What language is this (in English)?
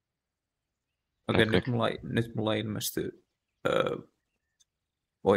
Finnish